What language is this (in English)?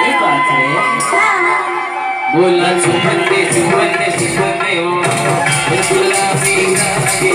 Chhattisgarhi